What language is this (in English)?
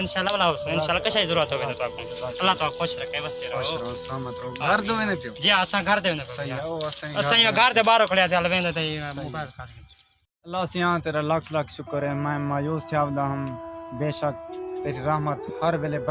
Saraiki